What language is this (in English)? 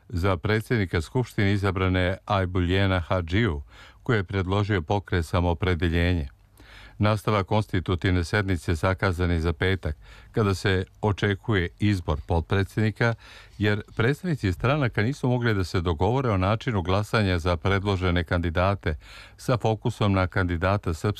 Serbian